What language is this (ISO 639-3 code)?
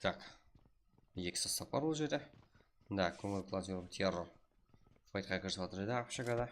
kaa